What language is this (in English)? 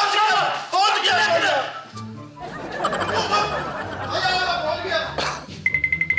Punjabi